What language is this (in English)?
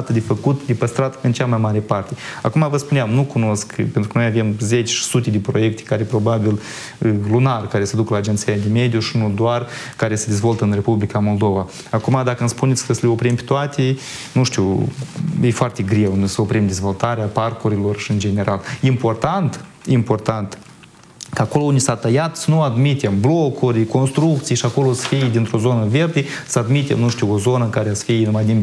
Romanian